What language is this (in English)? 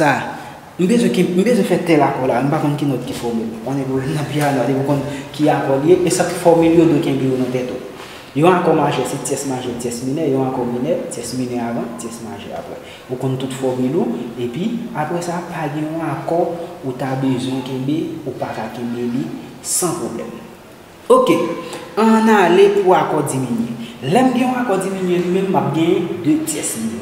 Haitian Creole